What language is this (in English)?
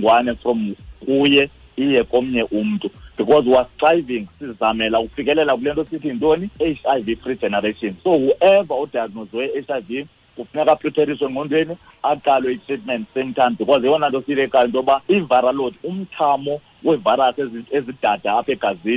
Xhosa